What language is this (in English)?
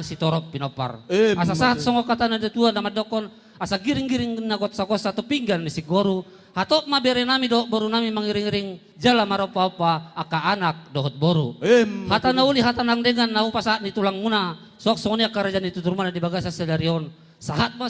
Batak Toba